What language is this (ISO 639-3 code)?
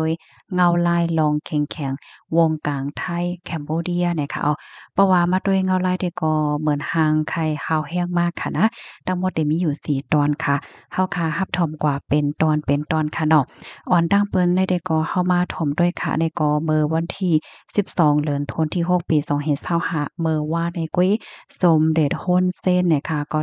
shn